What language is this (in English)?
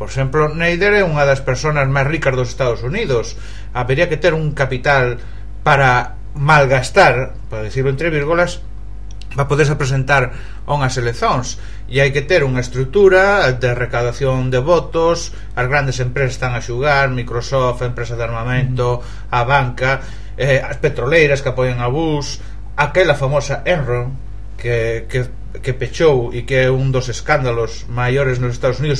Galician